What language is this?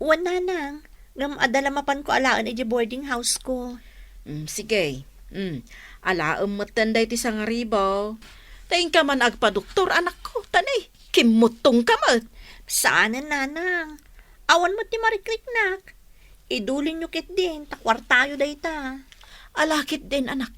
Iloko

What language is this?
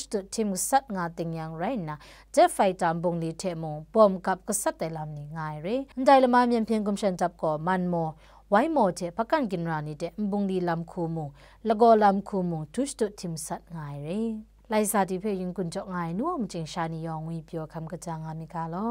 Kachin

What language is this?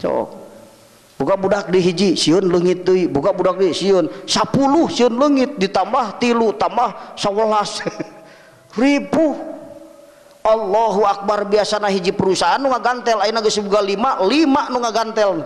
Sundanese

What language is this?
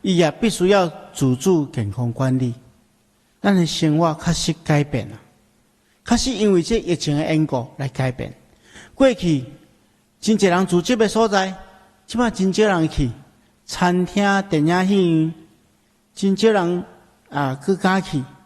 Min Nan Chinese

